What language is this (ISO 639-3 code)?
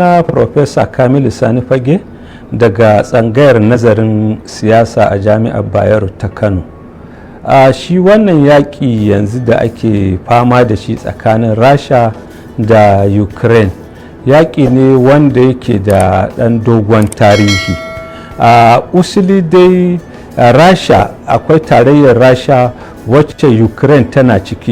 hau